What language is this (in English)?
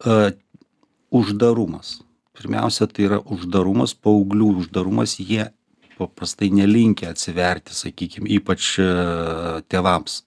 Lithuanian